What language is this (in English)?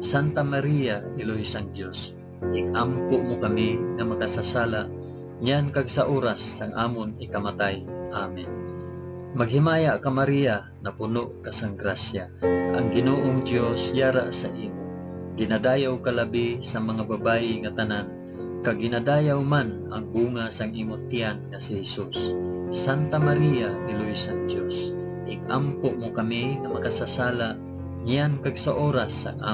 Hiligaynon